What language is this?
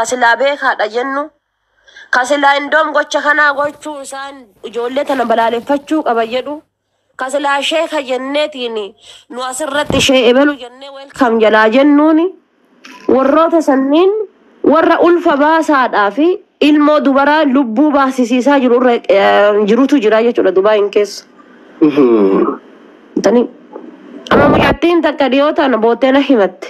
Oromo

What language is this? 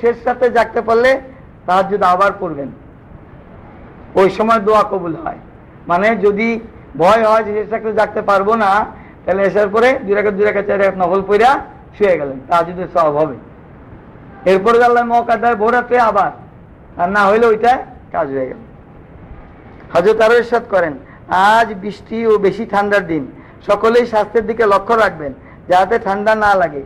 Bangla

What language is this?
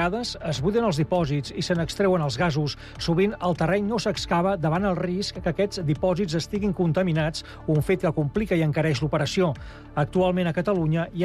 Catalan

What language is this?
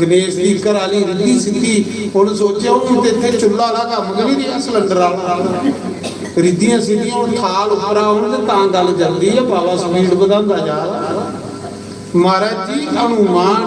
Dogri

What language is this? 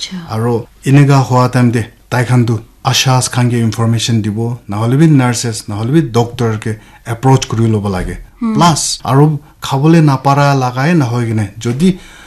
Naga Pidgin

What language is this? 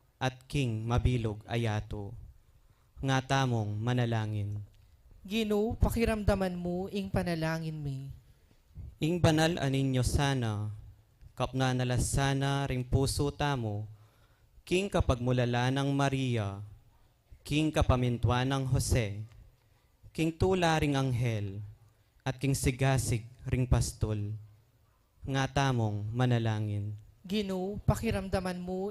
Pampanga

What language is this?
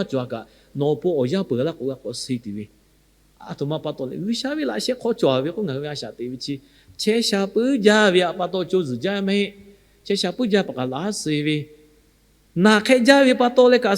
Lahu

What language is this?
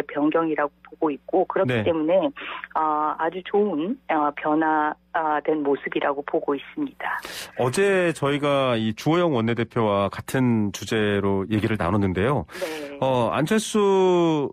Korean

